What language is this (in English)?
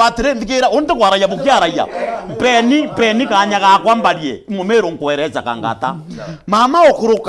Meru